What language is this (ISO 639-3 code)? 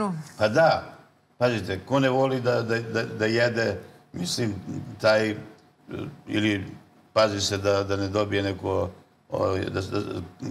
srp